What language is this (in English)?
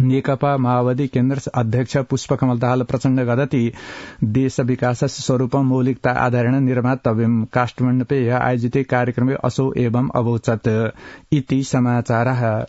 Sanskrit